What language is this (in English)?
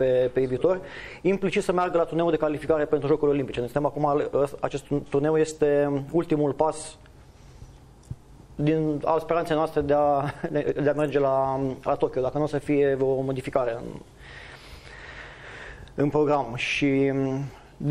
Romanian